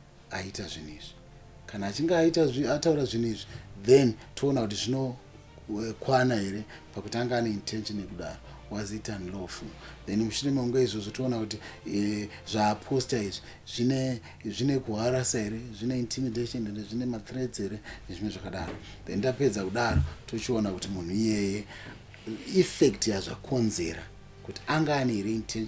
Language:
Shona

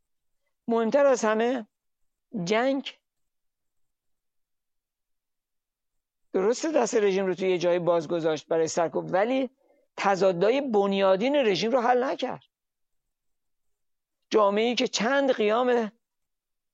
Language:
Persian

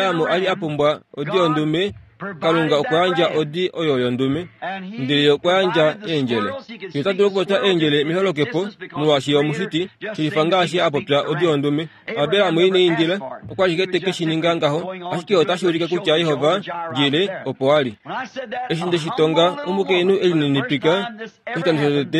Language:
Kuanyama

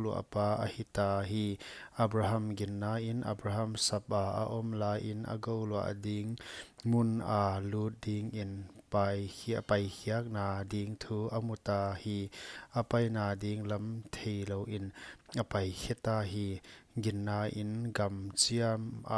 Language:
Paite Chin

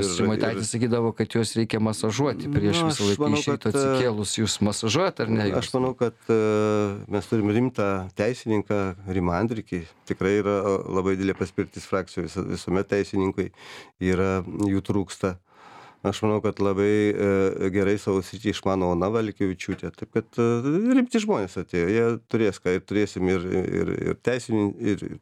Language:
Lithuanian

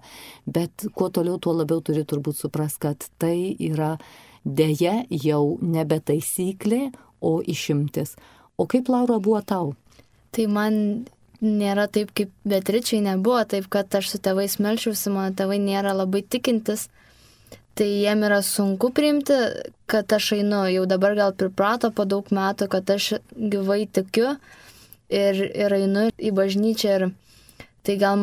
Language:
Lithuanian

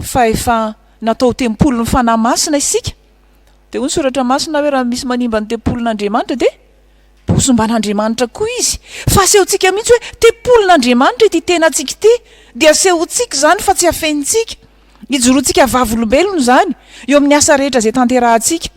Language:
Malagasy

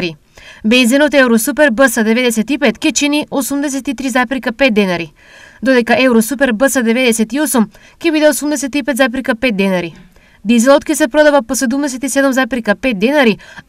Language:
Macedonian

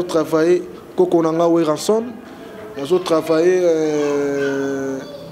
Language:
Lingala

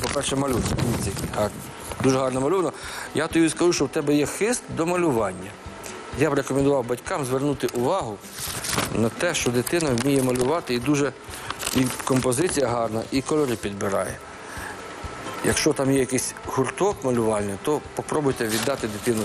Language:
Ukrainian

